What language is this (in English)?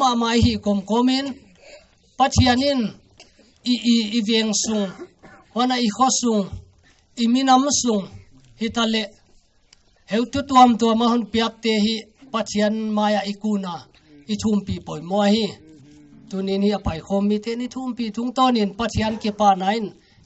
Paite Chin